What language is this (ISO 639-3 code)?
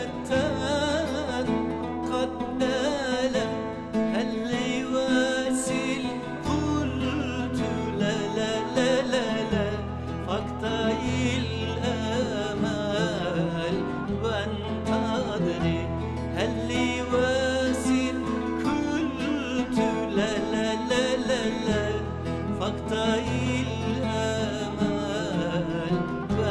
tur